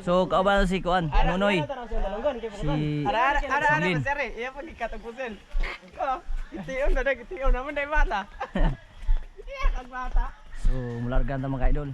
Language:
Cebuano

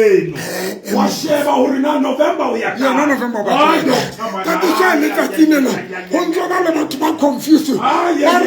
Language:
Southern Sotho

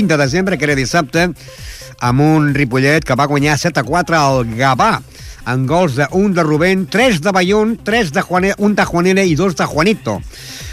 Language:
Catalan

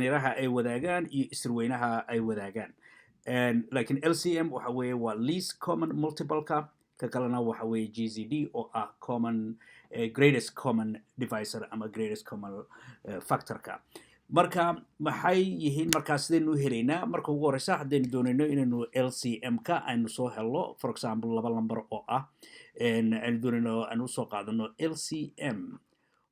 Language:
Somali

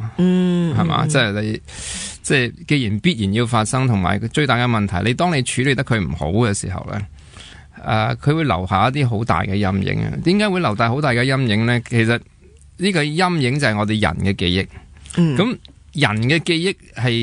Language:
Cantonese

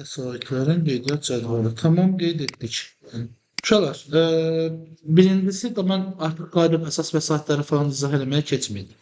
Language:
Azerbaijani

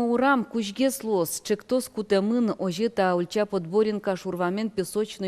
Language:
Udmurt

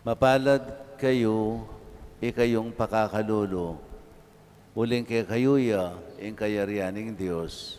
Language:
Pampanga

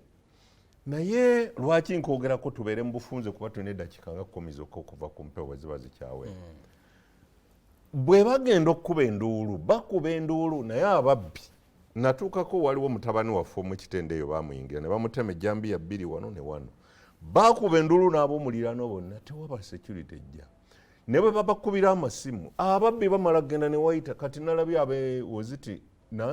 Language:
Ganda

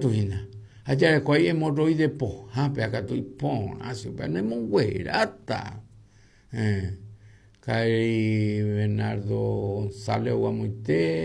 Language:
Guarani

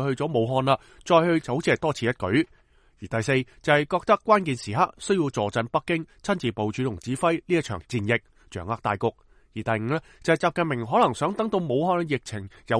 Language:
Cantonese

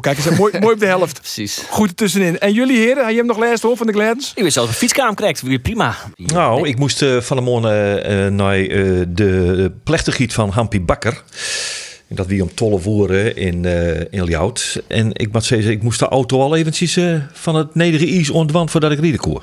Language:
Western Frisian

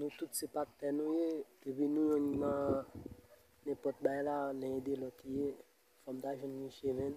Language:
Haitian Creole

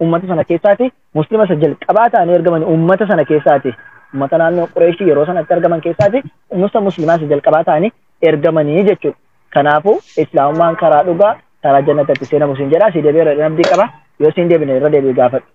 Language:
Oromo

